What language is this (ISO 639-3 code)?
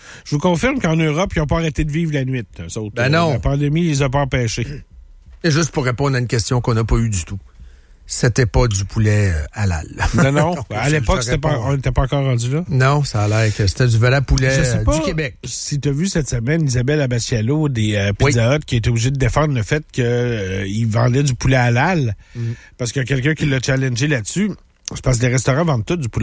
fra